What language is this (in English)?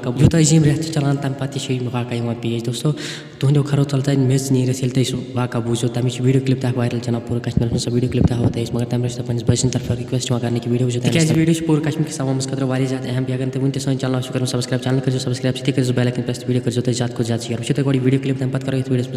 Kashmiri